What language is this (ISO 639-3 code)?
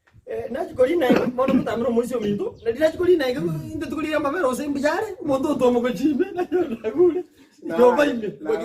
guz